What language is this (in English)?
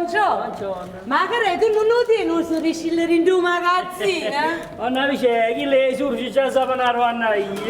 Neapolitan